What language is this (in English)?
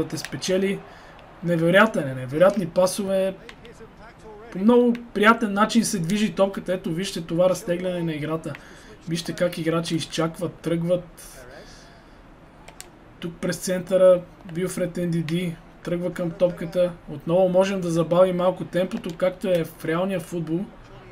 Bulgarian